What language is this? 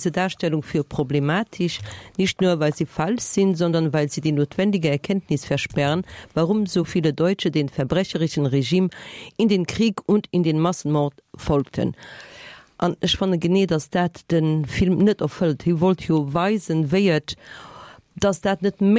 Luxembourgish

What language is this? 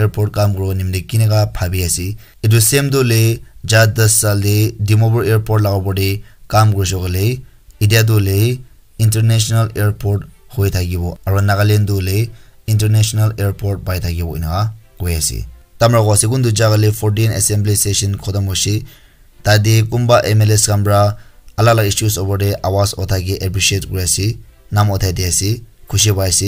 Naga Pidgin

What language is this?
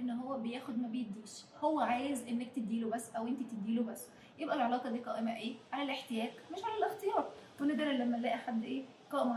Egyptian Arabic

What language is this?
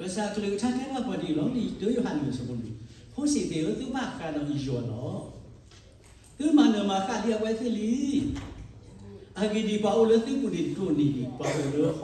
S'gaw Karen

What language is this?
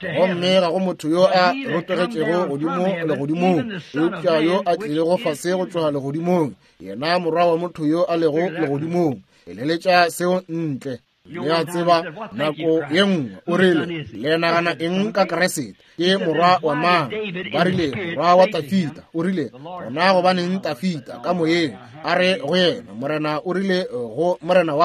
Northern Sotho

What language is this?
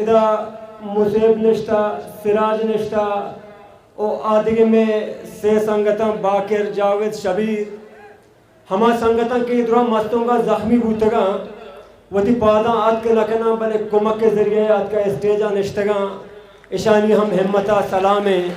Baluchi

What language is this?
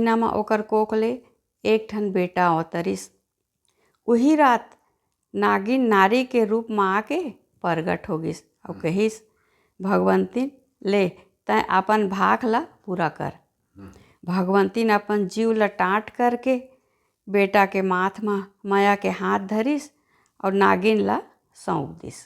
Chhattisgarhi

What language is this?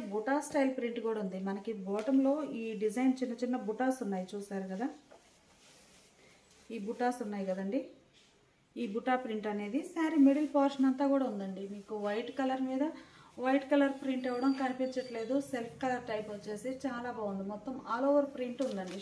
Telugu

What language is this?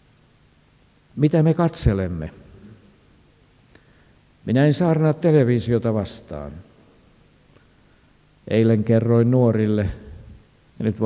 Finnish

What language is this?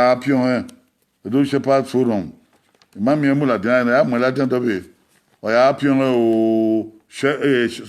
Bini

